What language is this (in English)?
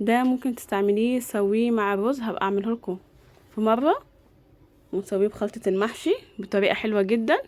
Egyptian Arabic